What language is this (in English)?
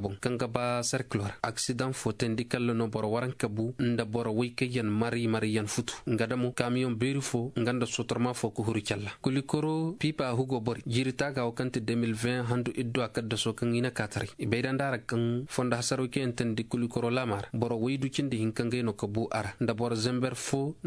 Zarma